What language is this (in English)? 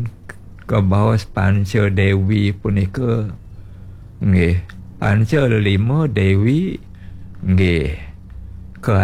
Balinese